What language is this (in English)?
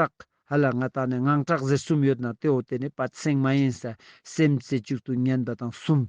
Ladakhi